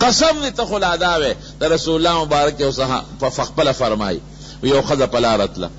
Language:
Pashto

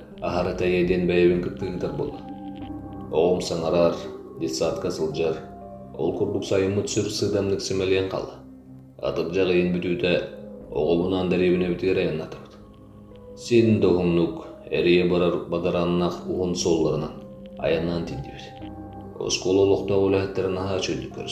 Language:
Yakut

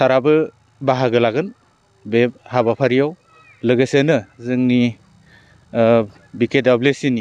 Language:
Bodo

